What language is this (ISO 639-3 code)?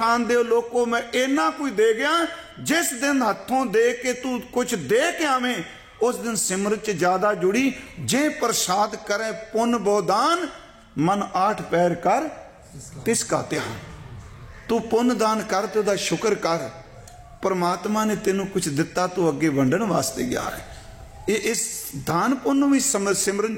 pan